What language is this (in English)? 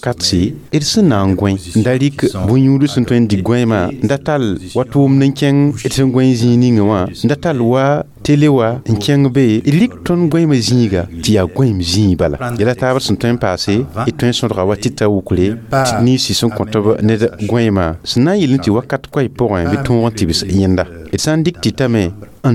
Mossi